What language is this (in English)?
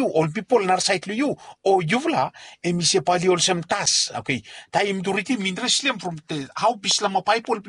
Bislama